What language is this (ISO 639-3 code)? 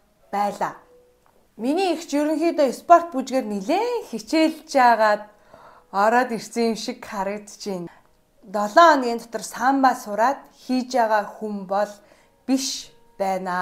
mon